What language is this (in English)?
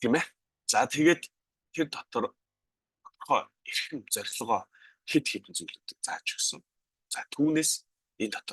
Mongolian